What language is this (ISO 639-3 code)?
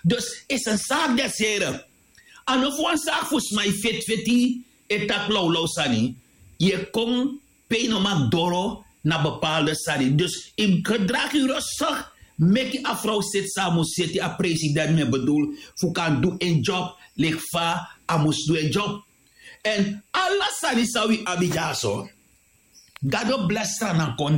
srn